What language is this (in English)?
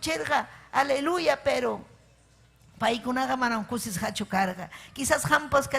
Ayacucho Quechua